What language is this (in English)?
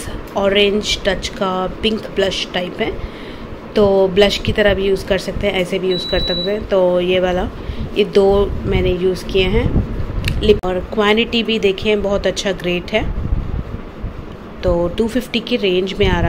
Hindi